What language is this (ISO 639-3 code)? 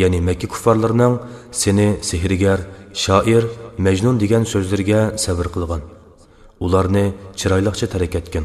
uig